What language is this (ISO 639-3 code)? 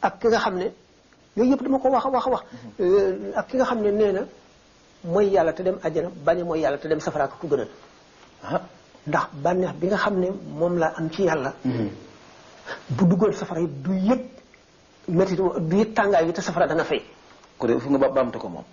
wol